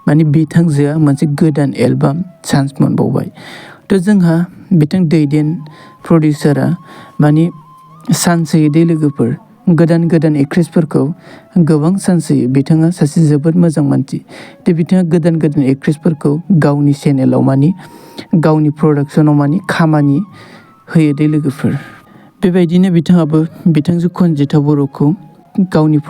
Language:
Bodo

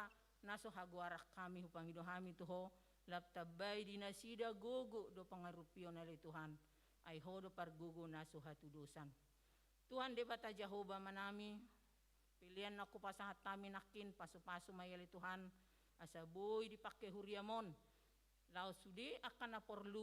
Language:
Batak Toba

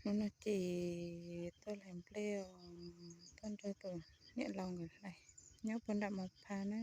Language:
Hmong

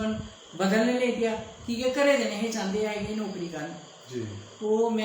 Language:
Dogri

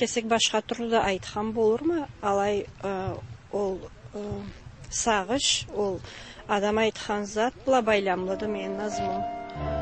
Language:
Karachay-Balkar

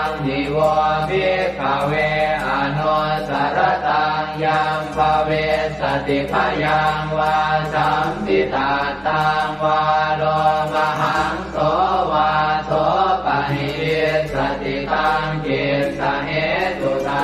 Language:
Pali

